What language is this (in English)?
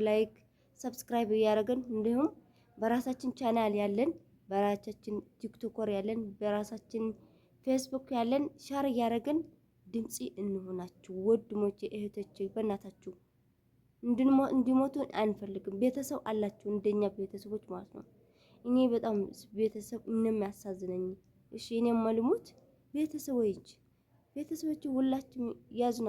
Amharic